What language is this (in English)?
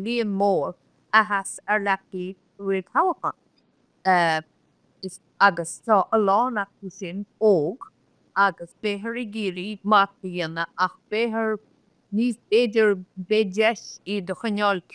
Irish